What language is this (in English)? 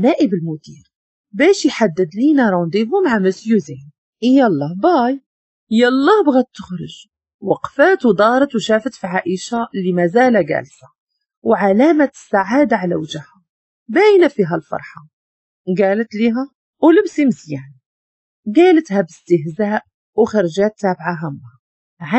Moroccan Arabic